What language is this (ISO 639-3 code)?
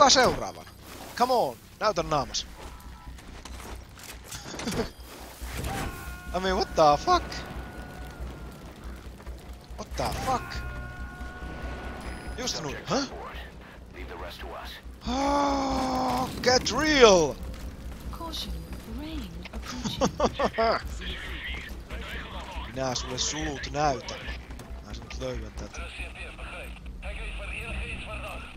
fin